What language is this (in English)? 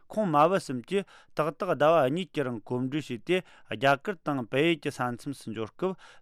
Tibetan